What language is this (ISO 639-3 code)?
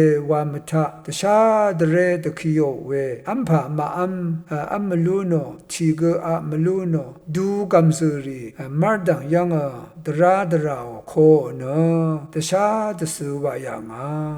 raw